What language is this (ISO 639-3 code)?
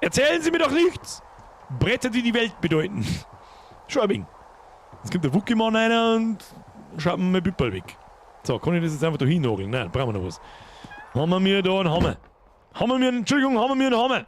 bar